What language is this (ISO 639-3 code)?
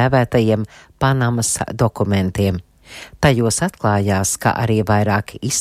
lav